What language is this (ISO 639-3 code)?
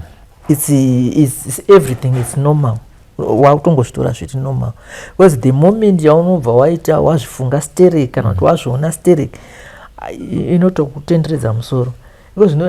sna